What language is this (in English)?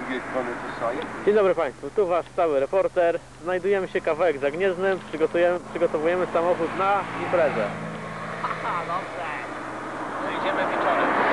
Polish